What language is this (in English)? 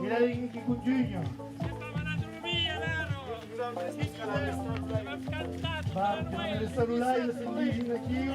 Occitan